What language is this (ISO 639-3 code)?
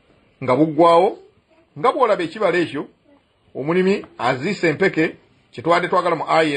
lug